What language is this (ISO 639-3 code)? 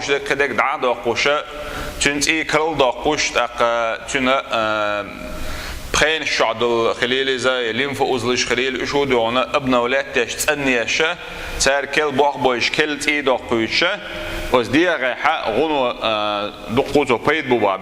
che